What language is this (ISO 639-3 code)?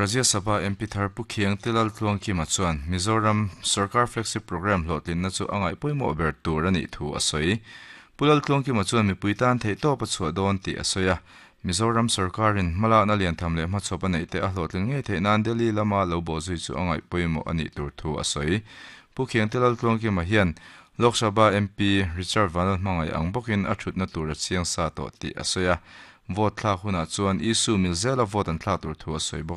lus